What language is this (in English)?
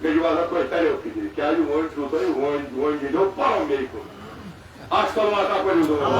Kashmiri